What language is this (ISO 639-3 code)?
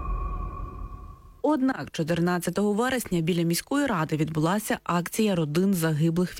ukr